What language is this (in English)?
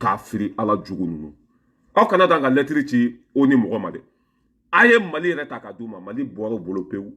Bambara